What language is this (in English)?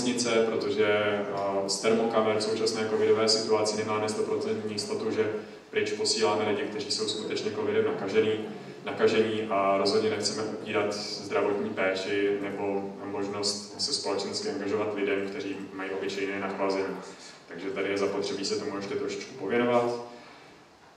Czech